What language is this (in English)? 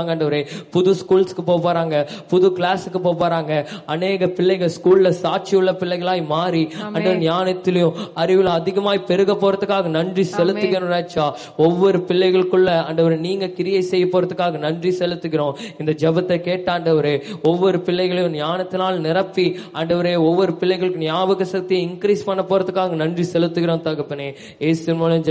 Tamil